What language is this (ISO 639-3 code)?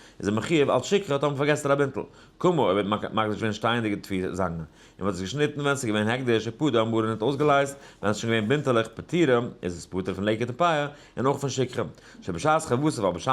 yid